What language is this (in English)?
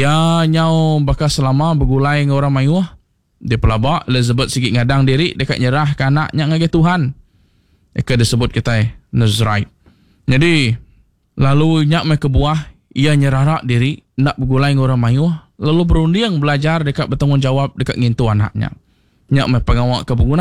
Iban